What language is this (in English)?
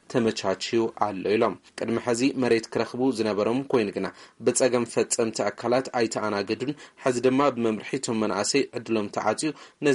Tigrinya